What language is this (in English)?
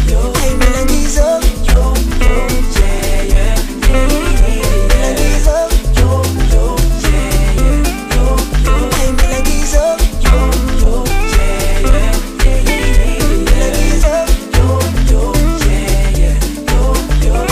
Zulu